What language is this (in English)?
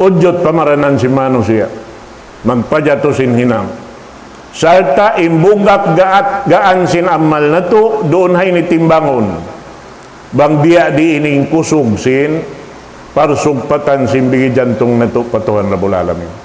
Tausug